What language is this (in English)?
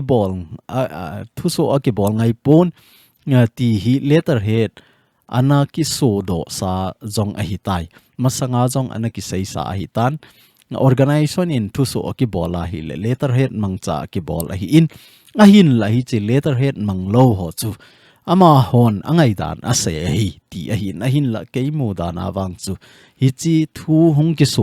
Thado Chin